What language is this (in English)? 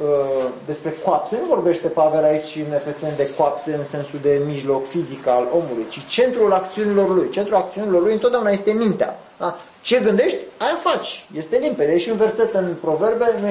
Romanian